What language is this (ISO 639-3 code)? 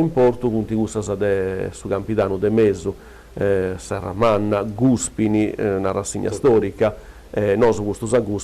srd